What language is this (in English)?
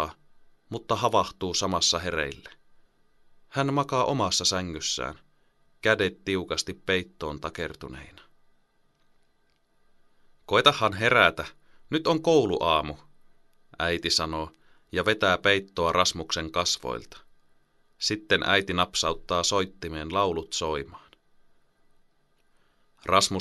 Finnish